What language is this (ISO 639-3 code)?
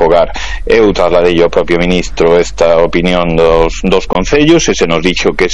glg